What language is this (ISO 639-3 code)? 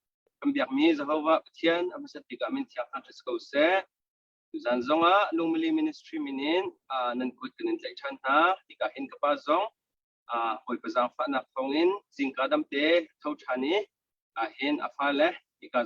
cnh